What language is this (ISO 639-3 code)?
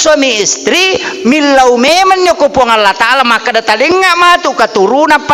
bug